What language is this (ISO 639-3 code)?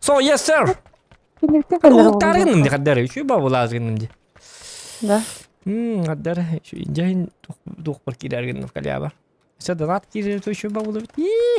sah